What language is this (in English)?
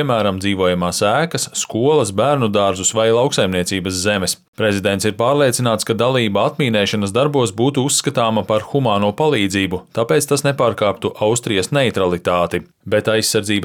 Latvian